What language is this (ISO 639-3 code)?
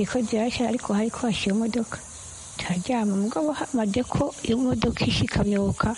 kin